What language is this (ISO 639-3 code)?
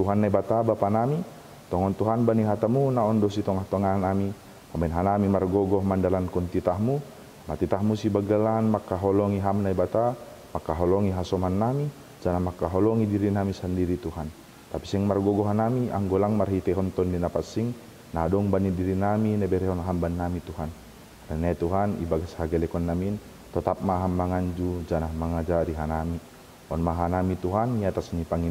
bts